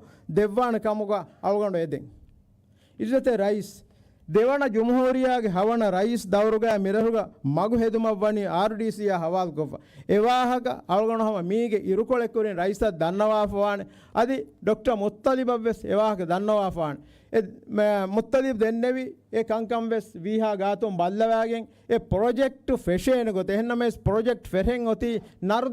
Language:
Divehi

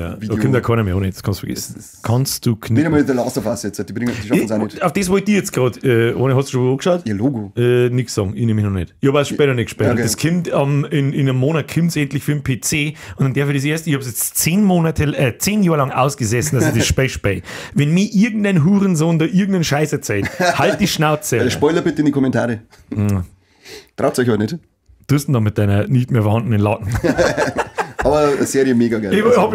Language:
Bavarian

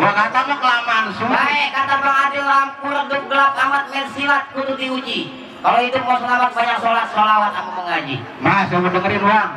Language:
Betawi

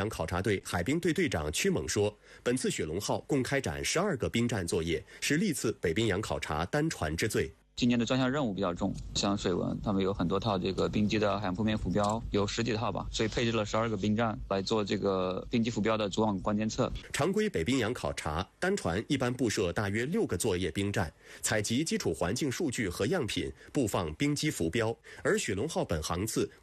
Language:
Chinese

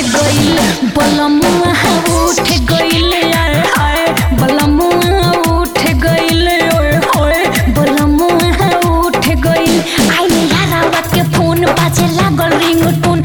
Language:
Bhojpuri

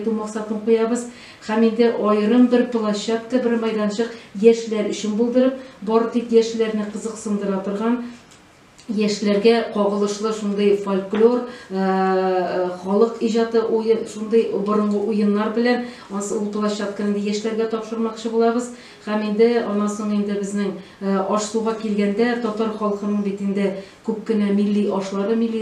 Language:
Tatar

